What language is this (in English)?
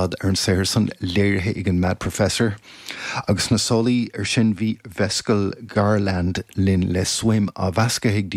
Irish